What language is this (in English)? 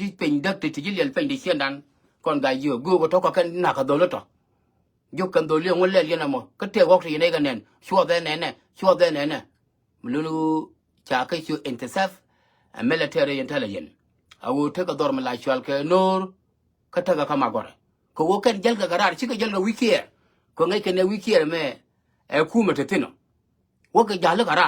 Nuer